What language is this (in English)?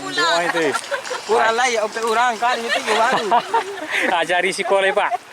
Minangkabau